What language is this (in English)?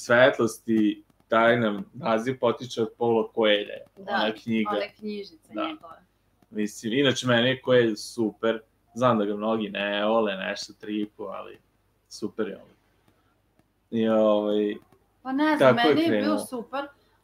Serbian